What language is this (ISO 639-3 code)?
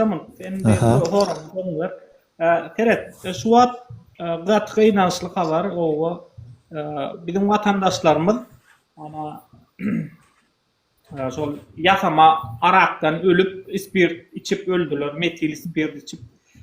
tuk